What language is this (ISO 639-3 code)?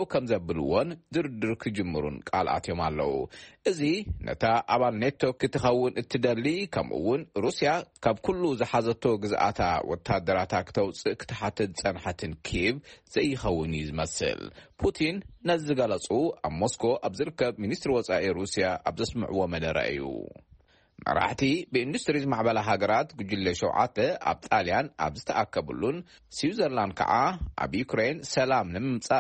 tir